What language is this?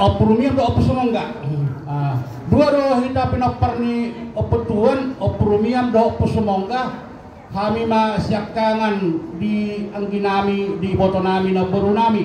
Batak Toba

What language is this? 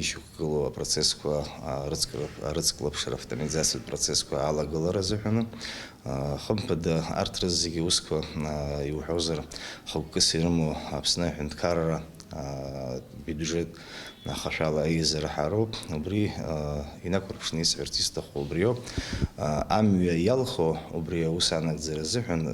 Abkhazian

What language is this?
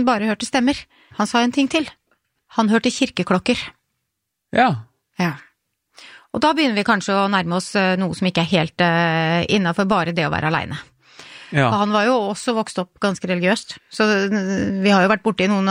Norwegian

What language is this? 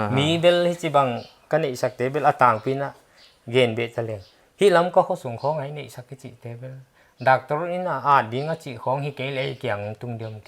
Paite Chin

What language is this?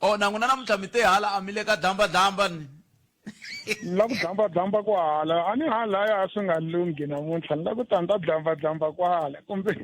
Tsonga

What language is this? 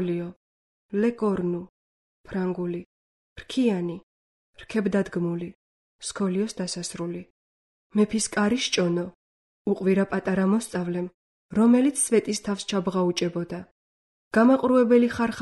Georgian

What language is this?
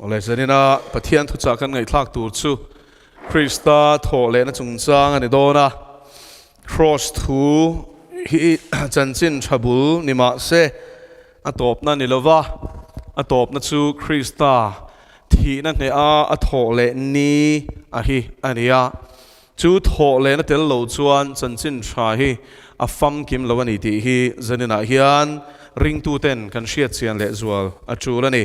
Mizo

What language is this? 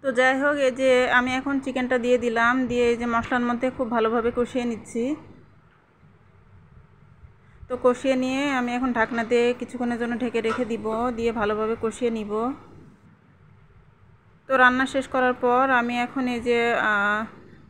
Bangla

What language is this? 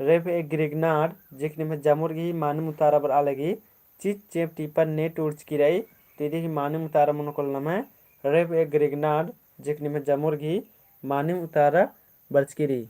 Kurukh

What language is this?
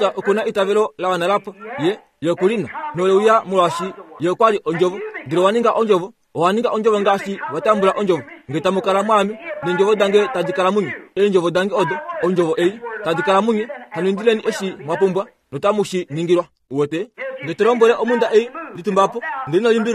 Kuanyama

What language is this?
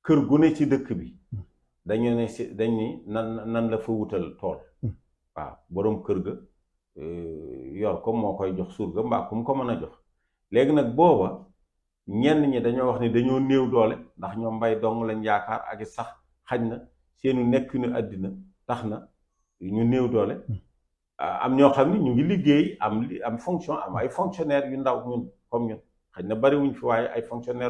Wolof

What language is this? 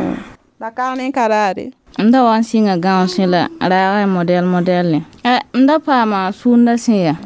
Mossi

